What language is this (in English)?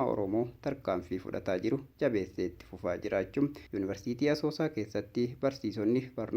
Oromo